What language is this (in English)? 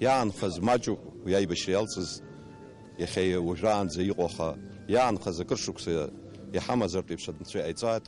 Abkhazian